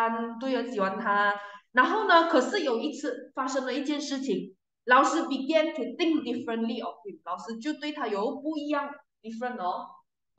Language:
Chinese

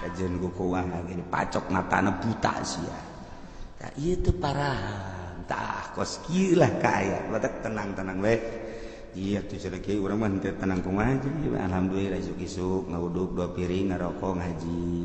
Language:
Sundanese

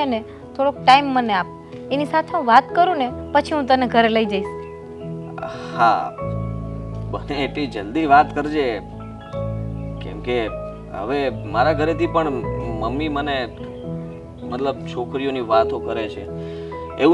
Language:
Gujarati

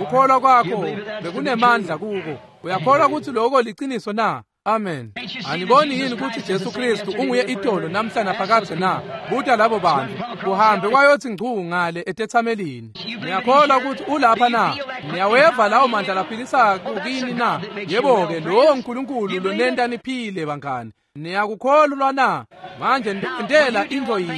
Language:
Swati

